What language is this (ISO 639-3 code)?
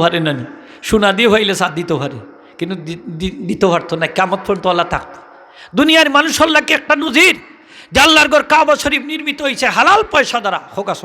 syl